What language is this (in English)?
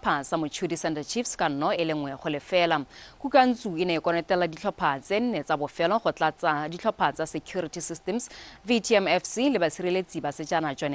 Tswana